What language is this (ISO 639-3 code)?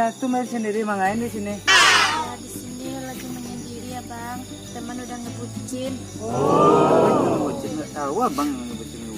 min